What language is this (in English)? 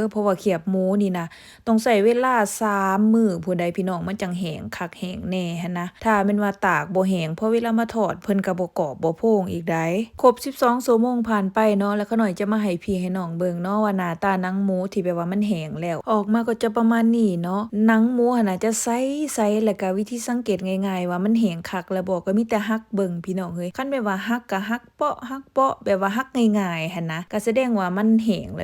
Lao